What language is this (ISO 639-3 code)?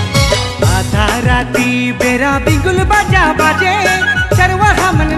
sck